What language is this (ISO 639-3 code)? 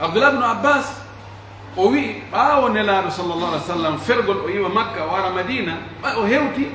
fuf